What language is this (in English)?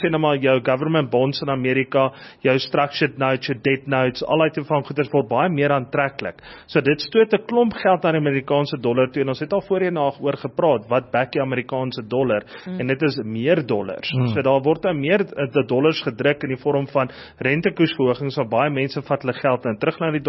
Afrikaans